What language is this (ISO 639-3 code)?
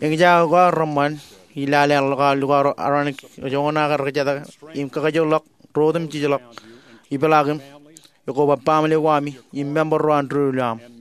mah